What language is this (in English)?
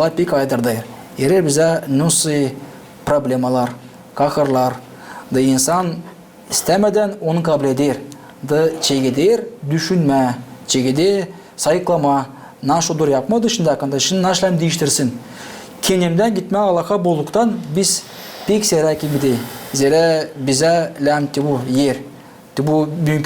Gagauz